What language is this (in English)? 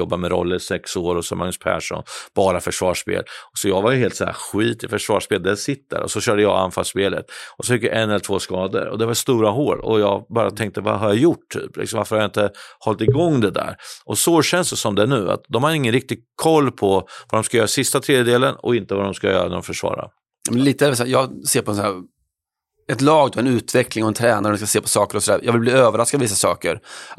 Swedish